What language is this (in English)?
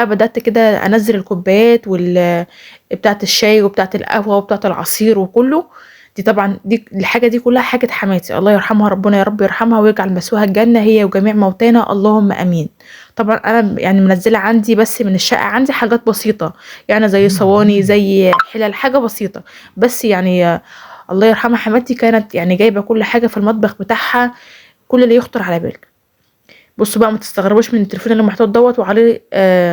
Egyptian Arabic